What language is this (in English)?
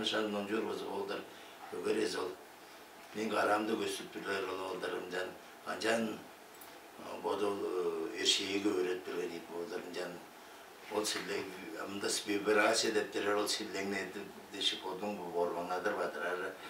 Tuvinian